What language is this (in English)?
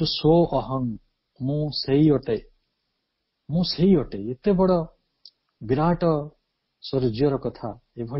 Odia